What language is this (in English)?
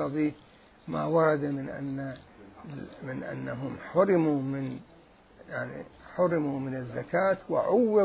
Mesopotamian Arabic